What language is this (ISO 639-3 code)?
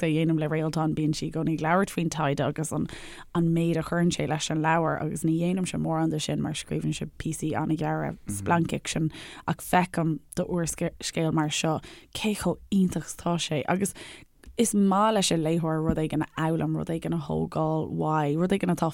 gle